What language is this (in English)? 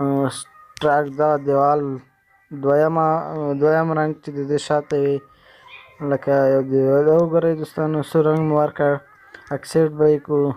Pashto